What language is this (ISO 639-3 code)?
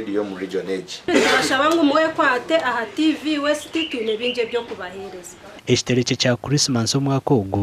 nyn